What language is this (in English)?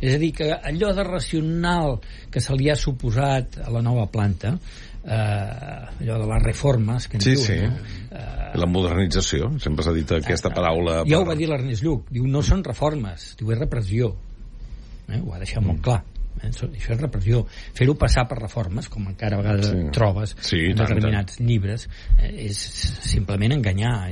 Catalan